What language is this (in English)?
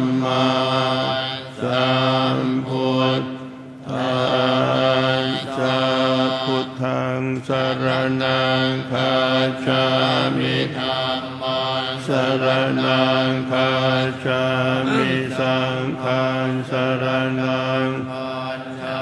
Pali